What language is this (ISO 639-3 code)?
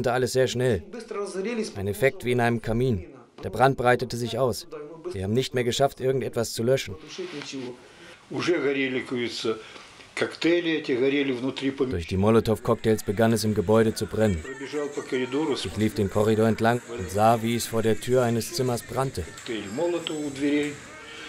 deu